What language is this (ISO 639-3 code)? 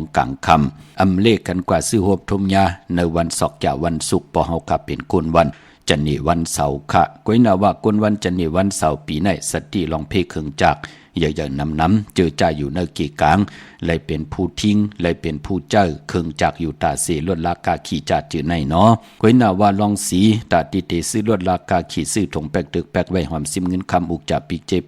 shn